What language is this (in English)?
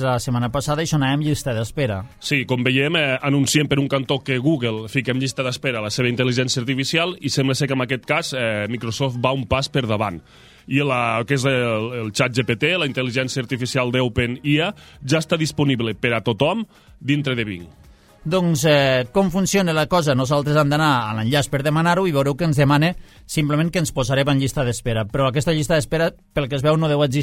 Catalan